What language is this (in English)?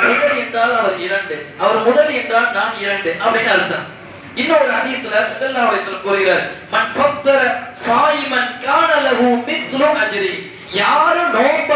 Tamil